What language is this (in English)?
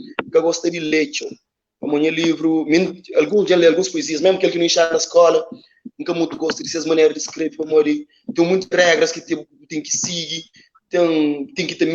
Kabuverdianu